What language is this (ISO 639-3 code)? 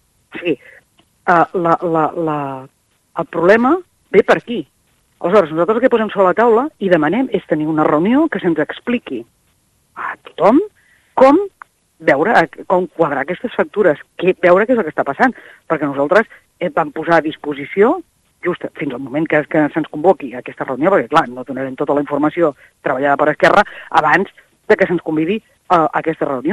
cat